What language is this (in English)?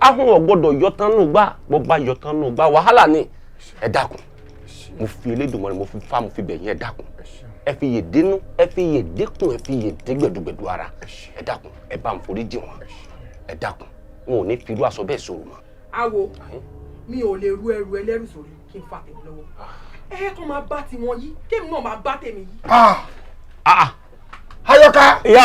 Yoruba